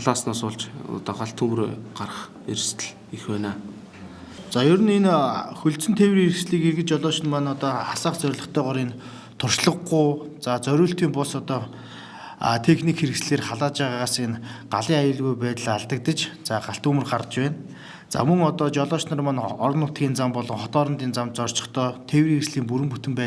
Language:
Mongolian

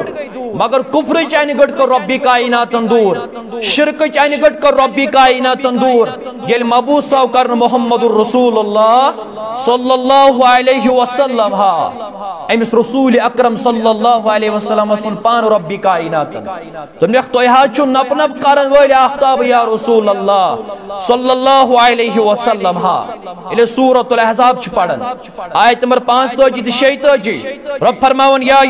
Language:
Kashmiri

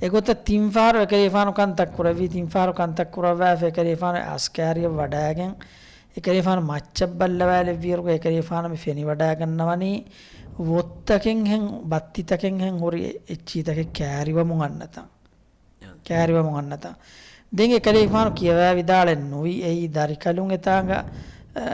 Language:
Divehi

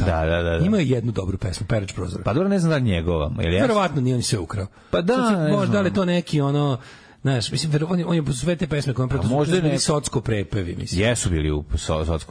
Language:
Serbian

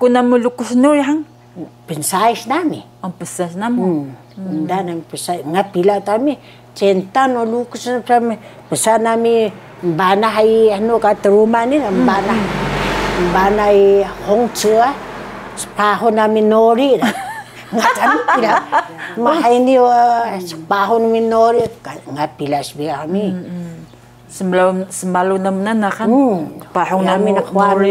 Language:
Taroko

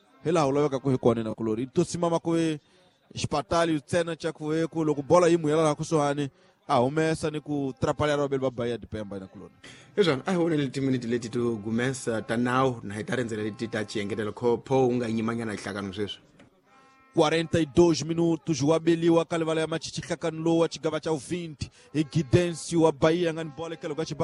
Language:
Tsonga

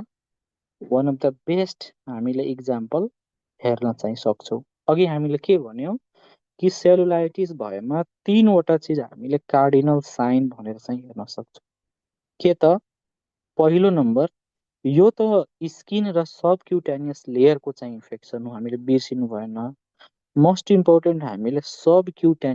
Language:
Nepali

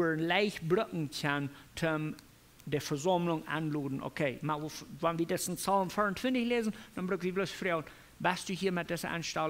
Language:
Plautdietsch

